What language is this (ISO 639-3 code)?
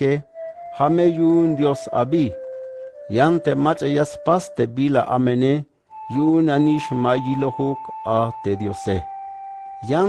tzh